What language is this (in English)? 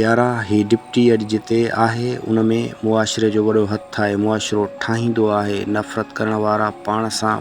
Sindhi